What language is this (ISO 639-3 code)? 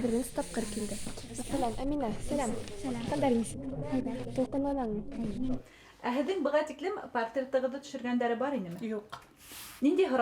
bak